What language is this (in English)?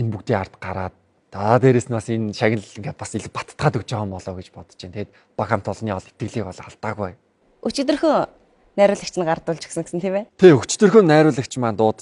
Mongolian